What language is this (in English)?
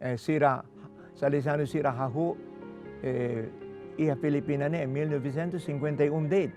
Tetum